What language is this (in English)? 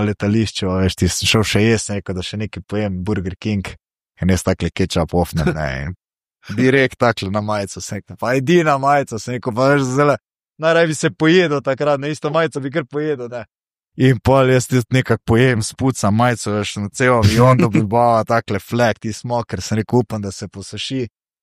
Slovenian